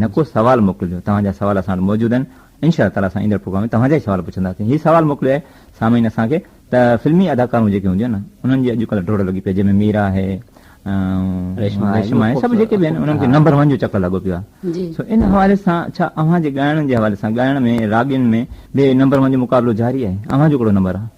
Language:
Sindhi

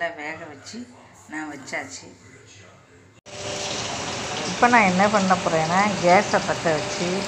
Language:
Tamil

